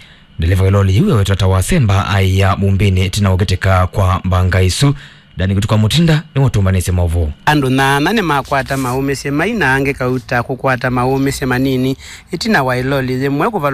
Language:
Kamba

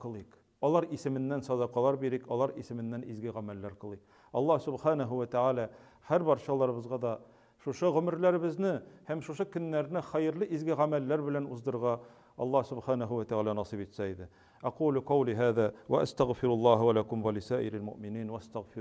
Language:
Tatar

